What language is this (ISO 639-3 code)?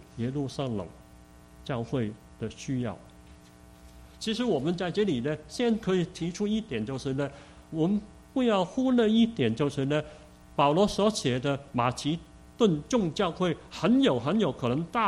zho